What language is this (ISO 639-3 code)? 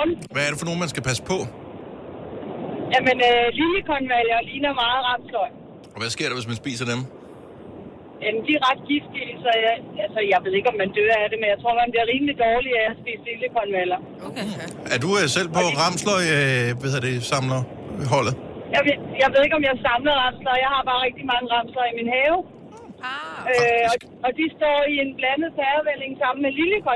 dan